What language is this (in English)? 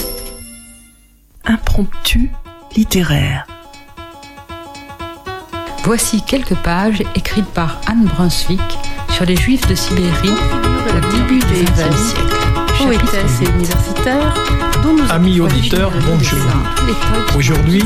French